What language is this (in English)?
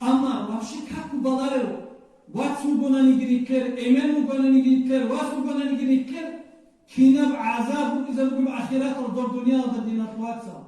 Avaric